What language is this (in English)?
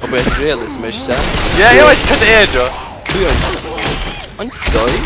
Faroese